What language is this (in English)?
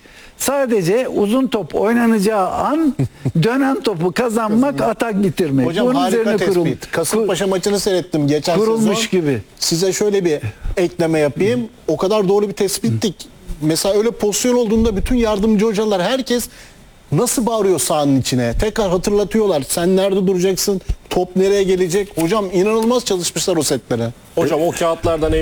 Turkish